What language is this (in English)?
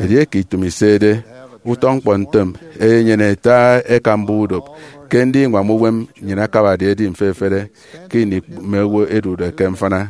Efik